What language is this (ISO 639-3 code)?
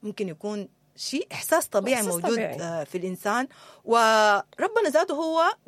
apd